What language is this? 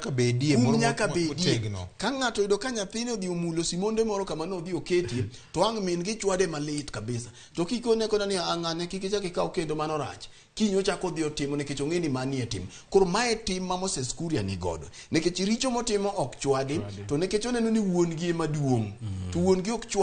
Luo (Kenya and Tanzania)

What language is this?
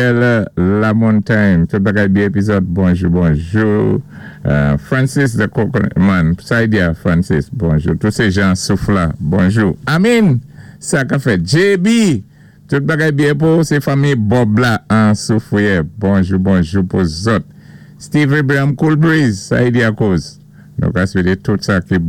Saint Lucian Creole French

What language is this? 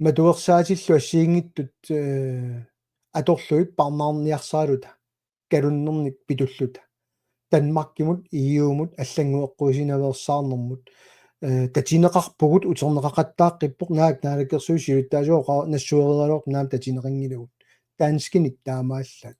Kalaallisut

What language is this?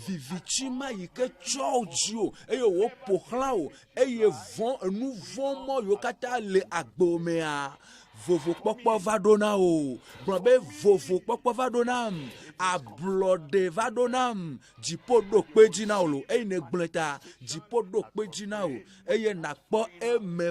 Ewe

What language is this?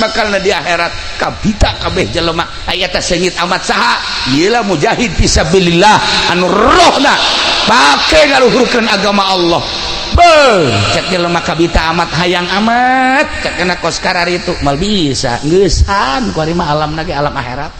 Sundanese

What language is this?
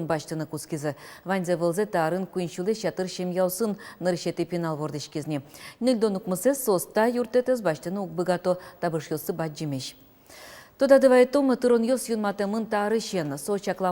Udmurt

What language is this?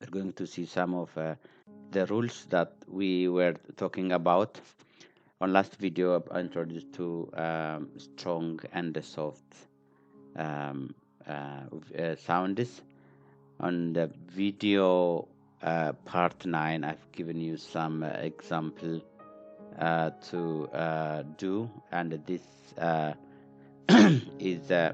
English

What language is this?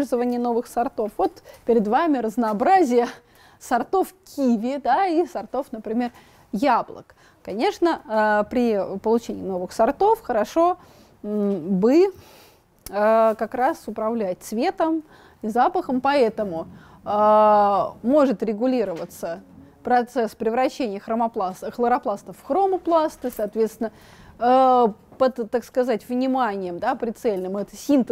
Russian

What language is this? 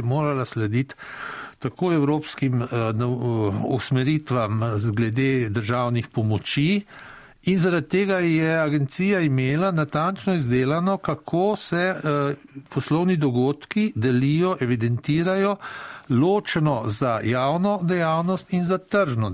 Slovenian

